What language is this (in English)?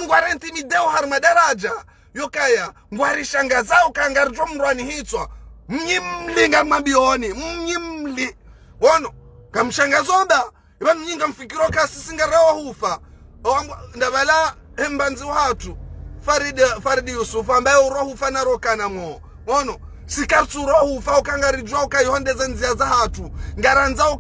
Ngazidja Comorian